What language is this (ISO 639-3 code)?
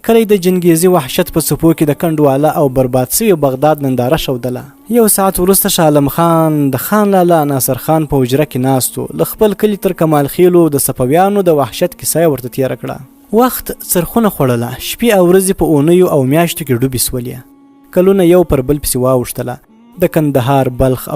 pus